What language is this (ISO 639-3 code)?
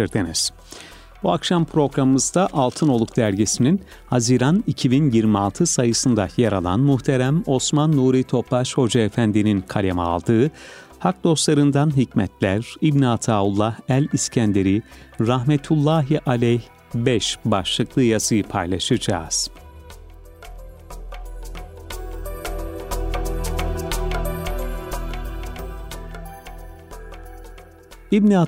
tur